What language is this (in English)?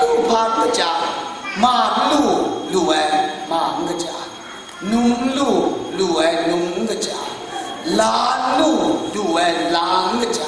Kachin